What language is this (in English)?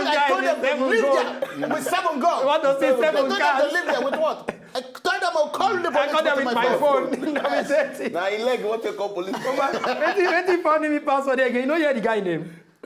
Nigerian Pidgin